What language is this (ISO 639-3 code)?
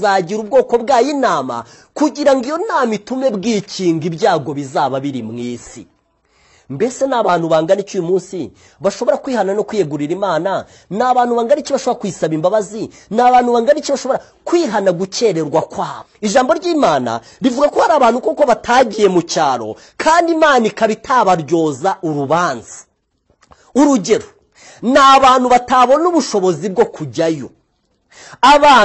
kin